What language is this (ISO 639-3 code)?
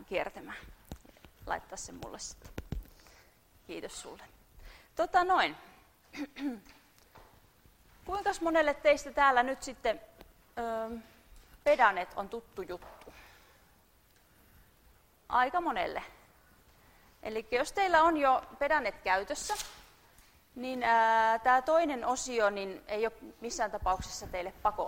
fin